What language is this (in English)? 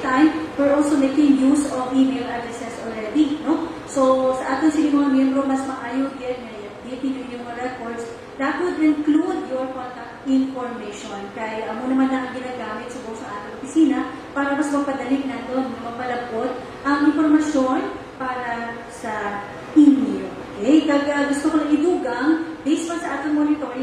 Hiligaynon